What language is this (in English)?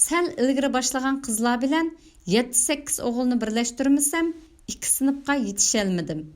Uyghur